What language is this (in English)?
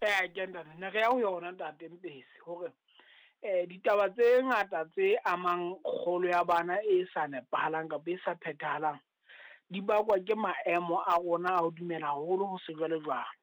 Southern Sotho